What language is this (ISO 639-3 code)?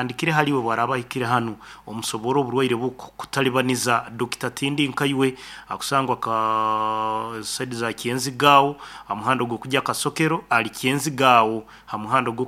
nyn